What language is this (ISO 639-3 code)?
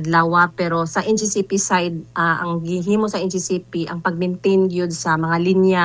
ceb